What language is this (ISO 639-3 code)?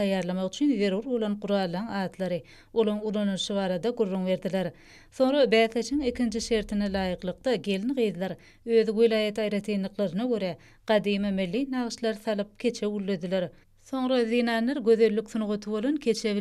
tuk